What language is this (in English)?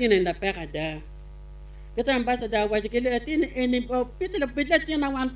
Acoli